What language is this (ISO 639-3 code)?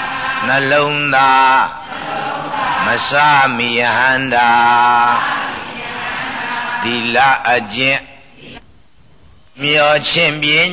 mya